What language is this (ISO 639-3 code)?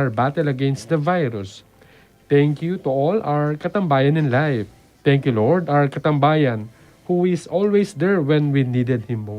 pam